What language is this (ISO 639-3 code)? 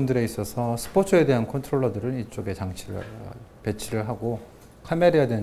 kor